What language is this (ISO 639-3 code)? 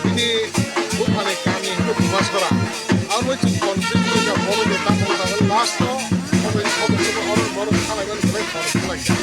trp